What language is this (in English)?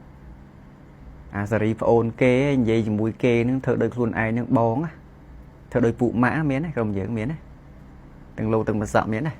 Khmer